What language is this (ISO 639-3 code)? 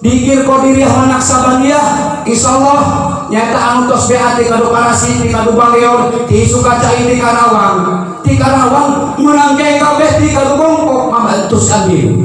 sun